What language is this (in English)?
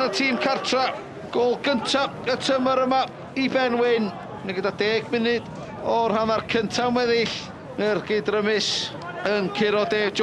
Welsh